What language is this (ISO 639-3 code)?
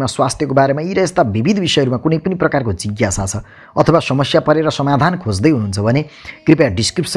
nep